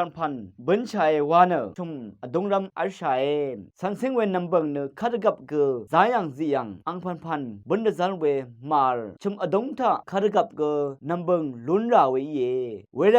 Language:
Rawang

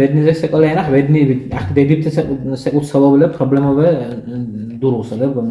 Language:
Dargwa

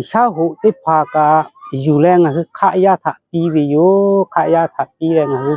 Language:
Lahu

